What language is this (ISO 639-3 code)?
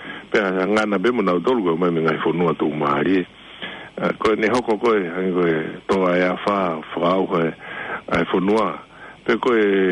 ton